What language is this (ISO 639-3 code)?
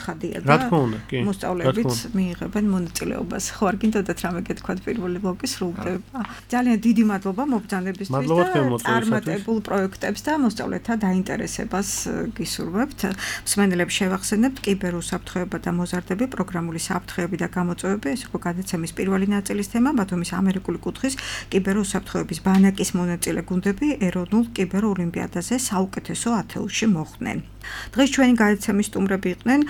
kat